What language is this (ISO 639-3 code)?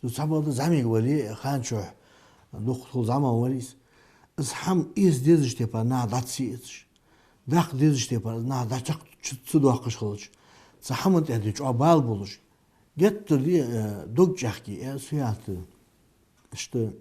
inh